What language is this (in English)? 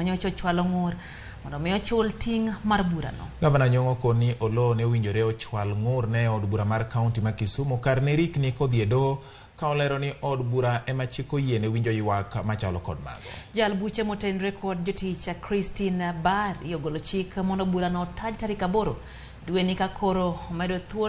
Luo (Kenya and Tanzania)